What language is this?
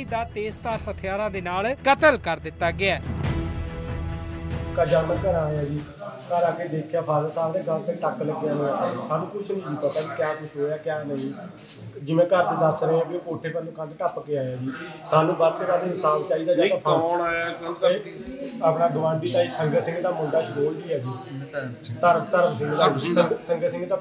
Punjabi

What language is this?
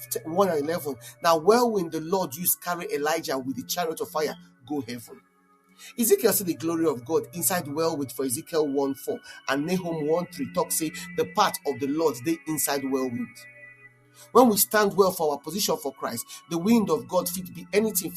Nigerian Pidgin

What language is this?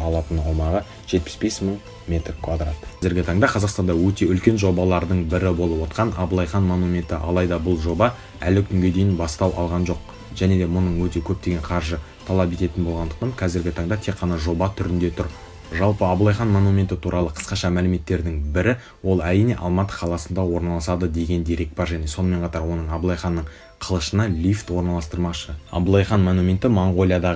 Kazakh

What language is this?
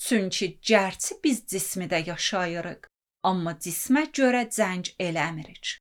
Azerbaijani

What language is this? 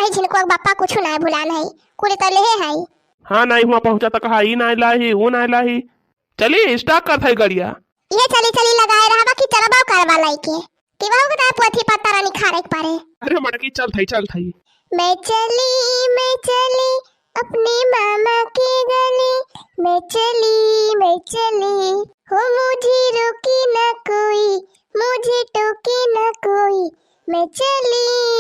Awadhi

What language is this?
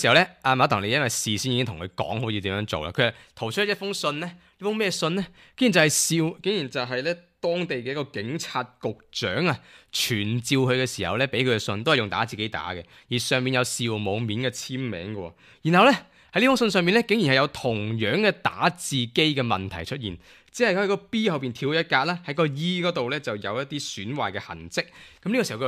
Cantonese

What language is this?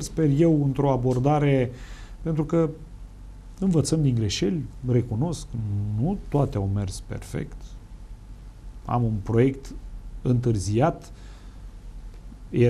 Romanian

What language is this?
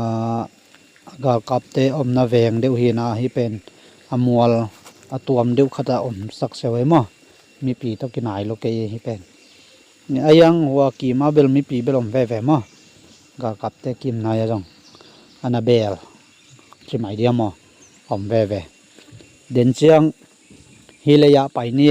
Tedim Chin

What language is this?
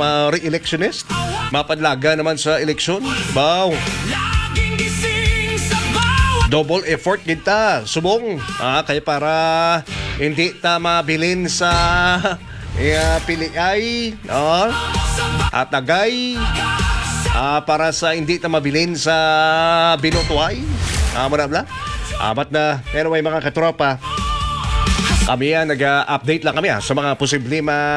Hiligaynon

